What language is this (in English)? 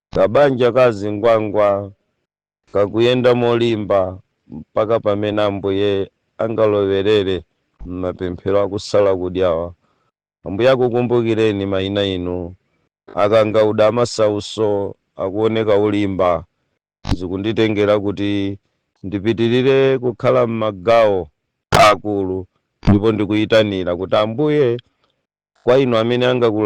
Nyanja